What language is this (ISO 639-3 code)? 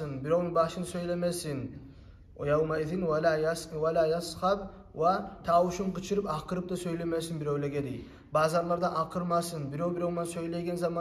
kum